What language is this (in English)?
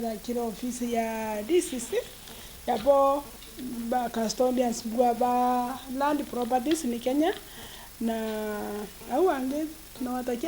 Meru